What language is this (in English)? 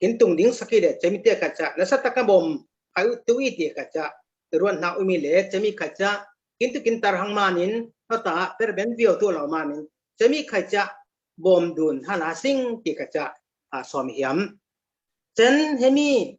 Falam Chin